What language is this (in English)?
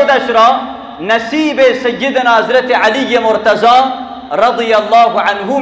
Persian